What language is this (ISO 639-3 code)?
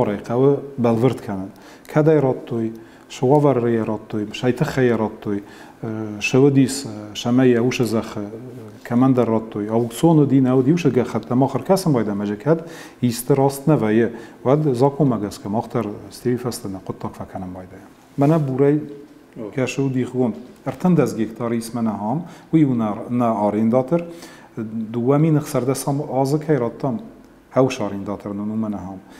oss